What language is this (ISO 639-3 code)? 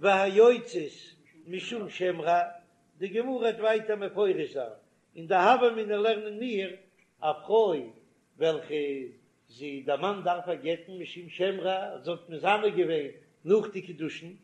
yid